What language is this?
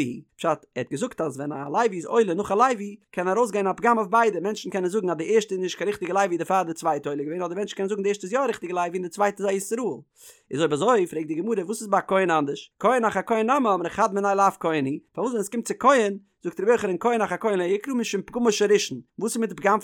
Yiddish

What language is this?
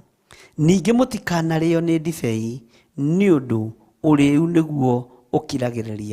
Kikuyu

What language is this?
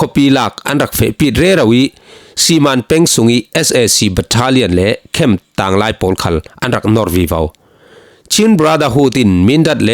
Falam Chin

